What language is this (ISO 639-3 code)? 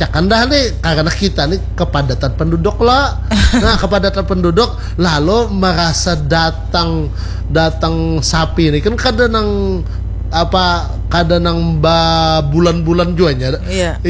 bjn